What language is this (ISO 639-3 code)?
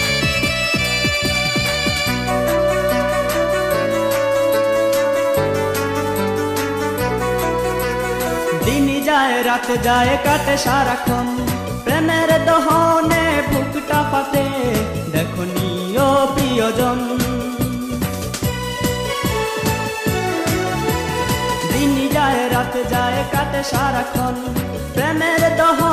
ben